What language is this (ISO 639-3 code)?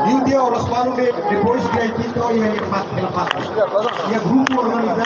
tet